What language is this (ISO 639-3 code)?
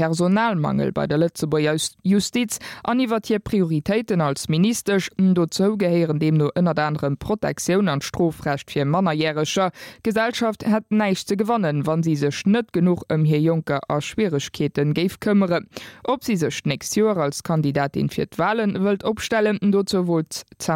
ltz